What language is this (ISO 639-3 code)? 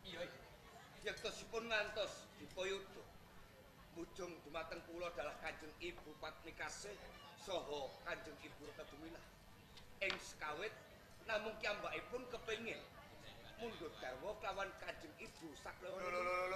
jav